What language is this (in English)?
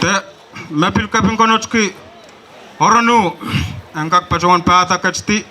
Pohnpeian